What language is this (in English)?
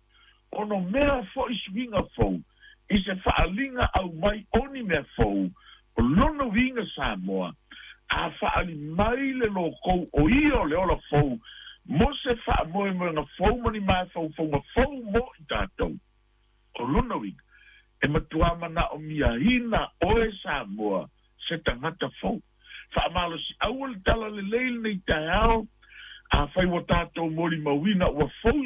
Samoan